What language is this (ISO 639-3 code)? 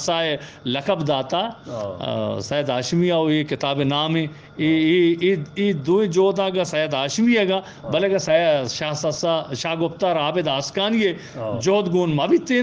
bgp